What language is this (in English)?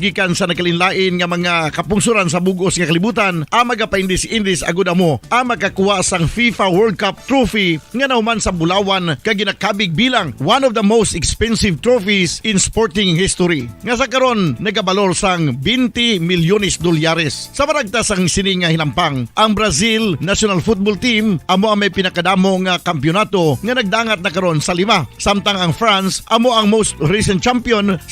Hiligaynon